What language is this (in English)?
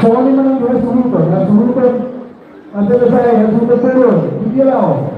Batak Toba